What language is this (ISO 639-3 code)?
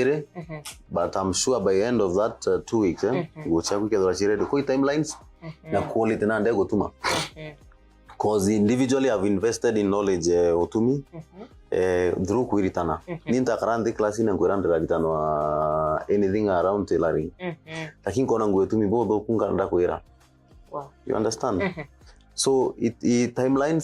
mer